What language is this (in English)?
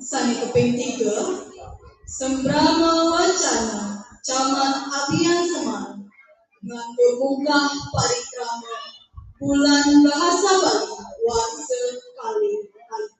Balinese